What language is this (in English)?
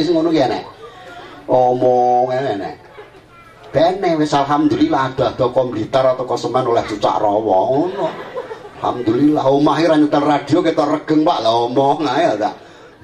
Javanese